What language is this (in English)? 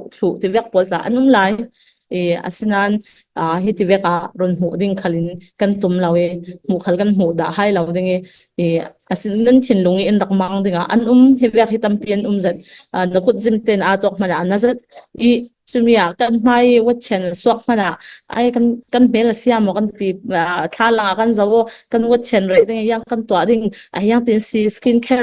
Falam Chin